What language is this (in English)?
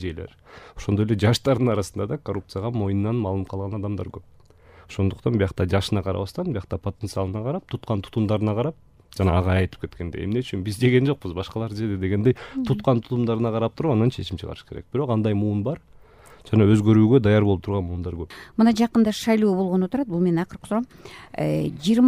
Kyrgyz